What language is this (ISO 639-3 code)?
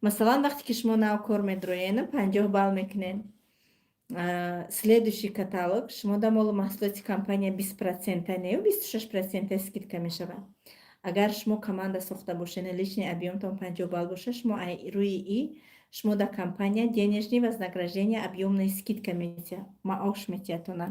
tgk